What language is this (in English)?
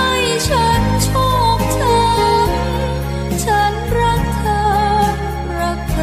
Thai